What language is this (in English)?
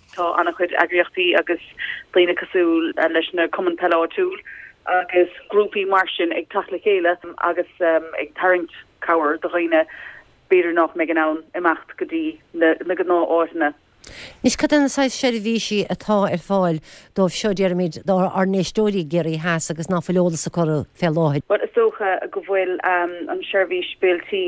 Irish